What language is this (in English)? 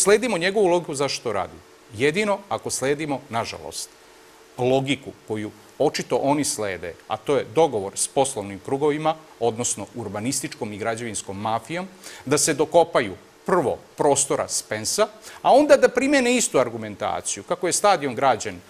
Serbian